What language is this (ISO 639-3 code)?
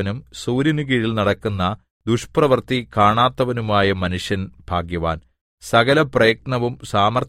mal